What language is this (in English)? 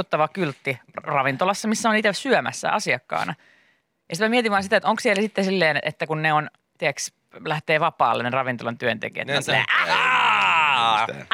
Finnish